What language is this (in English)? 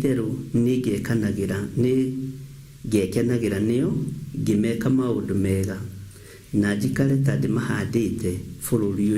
Kikuyu